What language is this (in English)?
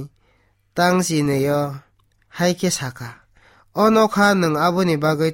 Kok Borok